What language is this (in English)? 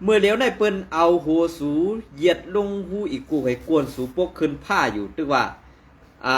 Shan